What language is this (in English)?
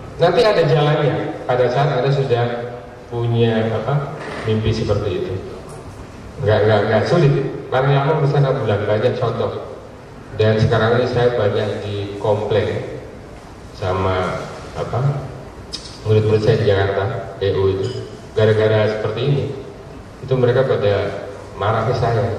Indonesian